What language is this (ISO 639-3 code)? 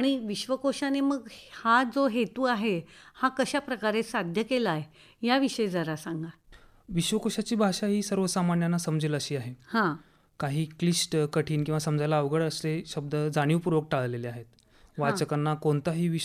mar